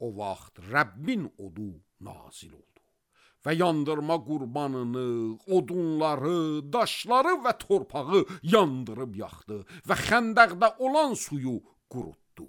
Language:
Azerbaijani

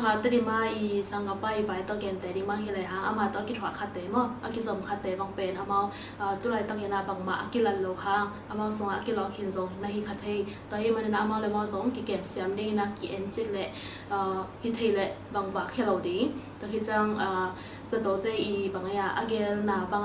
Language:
Tedim Chin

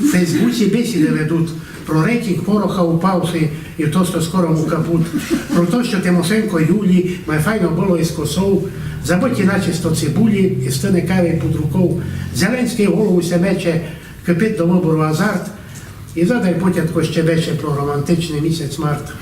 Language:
Rusyn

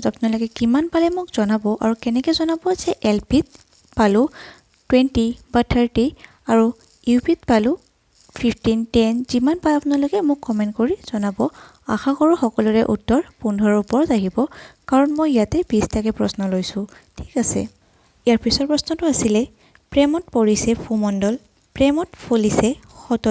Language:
Assamese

